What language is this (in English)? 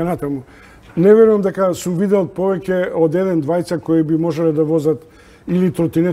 Macedonian